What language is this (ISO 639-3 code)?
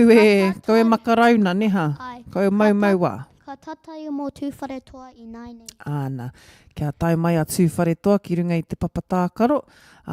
mri